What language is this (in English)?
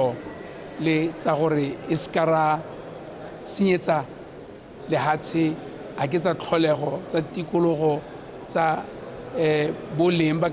Tswana